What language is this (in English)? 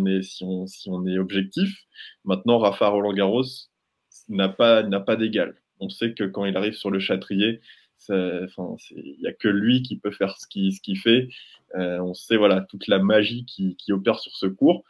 French